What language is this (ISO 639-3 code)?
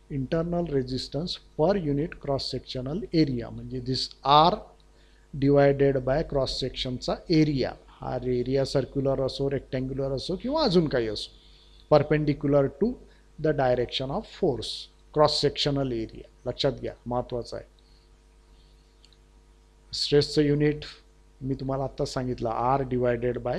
mar